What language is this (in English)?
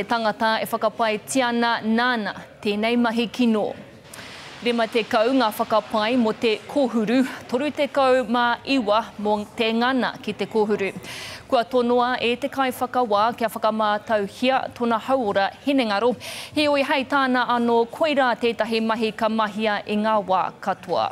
Māori